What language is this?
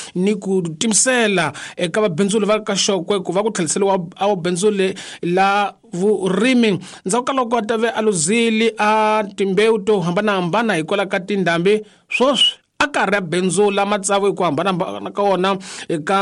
Tsonga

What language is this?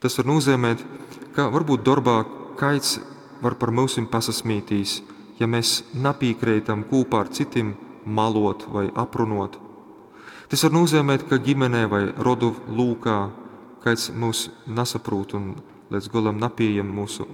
Latgalian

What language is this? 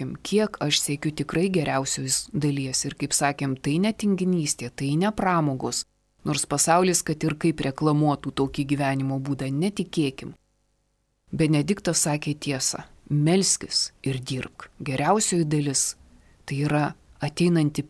Lithuanian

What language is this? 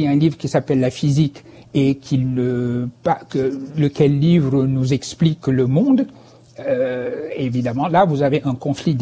French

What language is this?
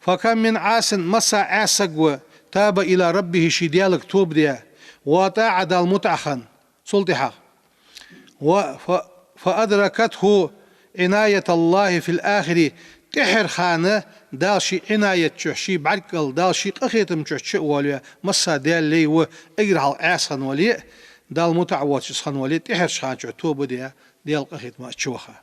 Ingush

